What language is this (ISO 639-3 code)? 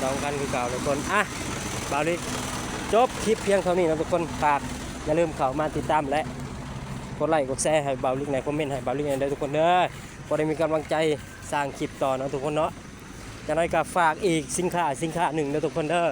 lao